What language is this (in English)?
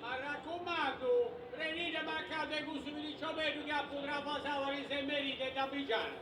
Sardinian